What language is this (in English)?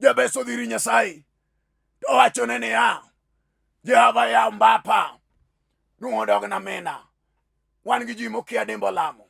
Luo (Kenya and Tanzania)